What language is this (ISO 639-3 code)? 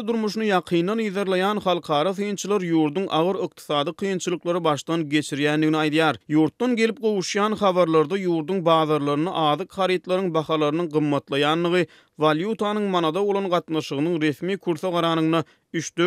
tuk